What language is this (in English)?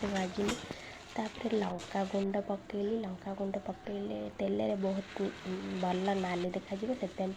Odia